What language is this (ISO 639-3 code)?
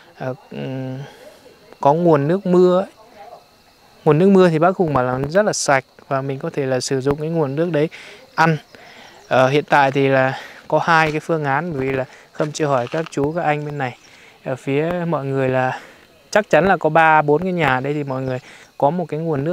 vie